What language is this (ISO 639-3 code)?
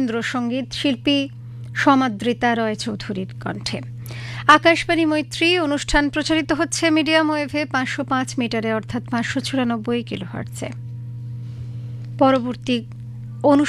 ben